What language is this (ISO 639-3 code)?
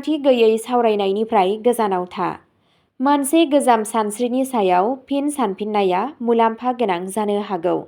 brx